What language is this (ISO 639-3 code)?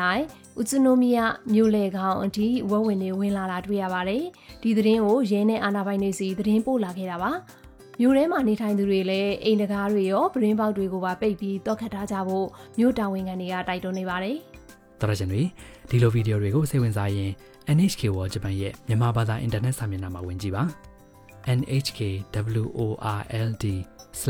mya